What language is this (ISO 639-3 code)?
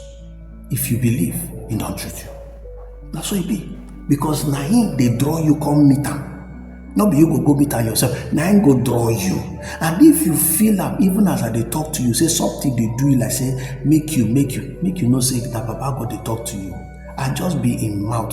pcm